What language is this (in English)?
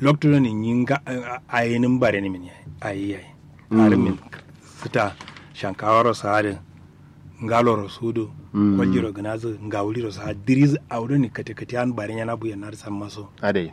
Kanuri